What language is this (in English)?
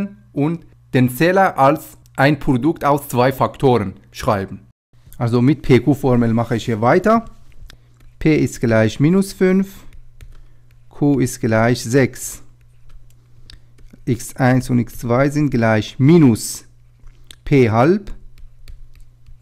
German